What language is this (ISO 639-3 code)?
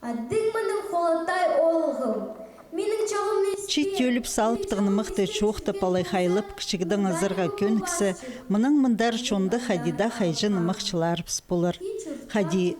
kjh